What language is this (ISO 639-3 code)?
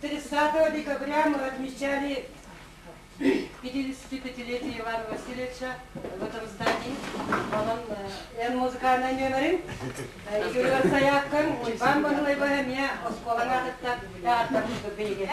sah